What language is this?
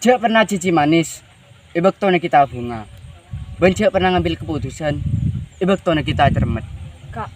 Madurese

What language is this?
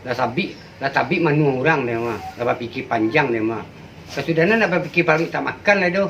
Minangkabau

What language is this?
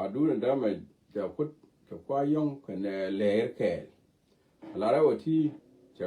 Nuer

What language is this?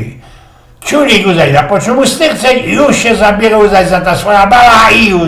Silesian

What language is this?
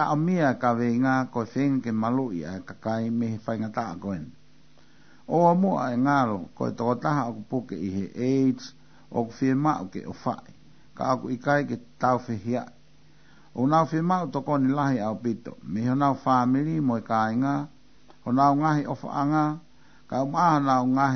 Tongan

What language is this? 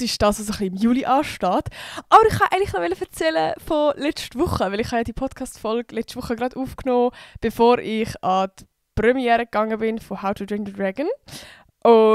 Swiss German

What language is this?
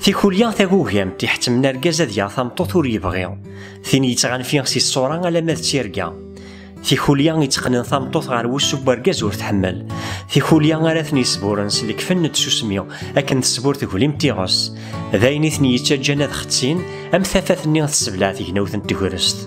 Kabyle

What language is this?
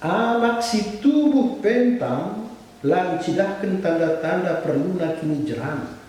Batak Karo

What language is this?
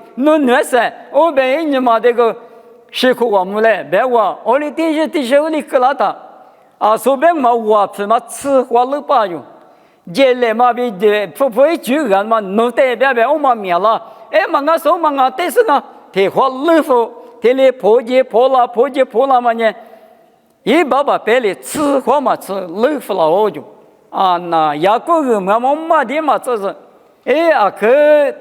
Lisu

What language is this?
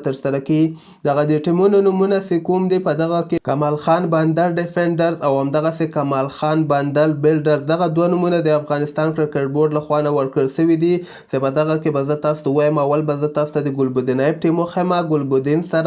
Pashto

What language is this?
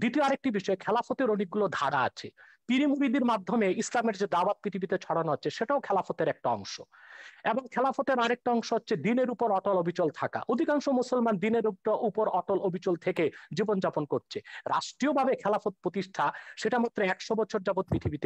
Bangla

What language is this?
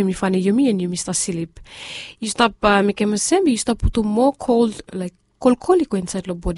Bislama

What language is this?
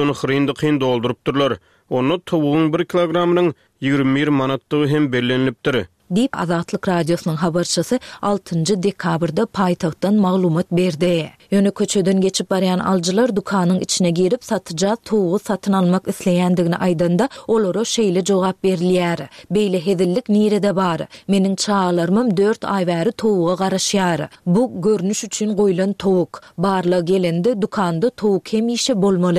Turkmen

